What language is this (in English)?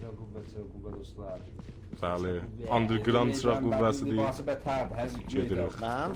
South Azerbaijani